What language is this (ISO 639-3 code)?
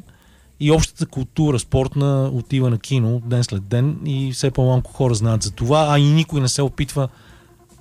bul